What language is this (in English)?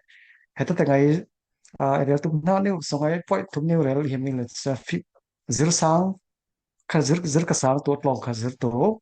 Falam Chin